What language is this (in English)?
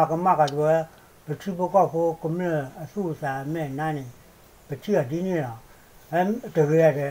S'gaw Karen